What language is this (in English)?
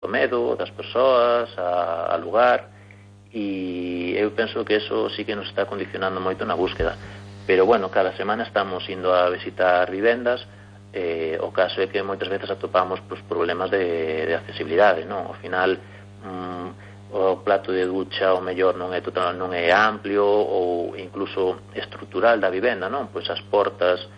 Galician